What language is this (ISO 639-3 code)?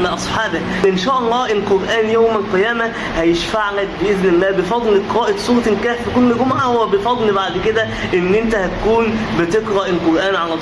arz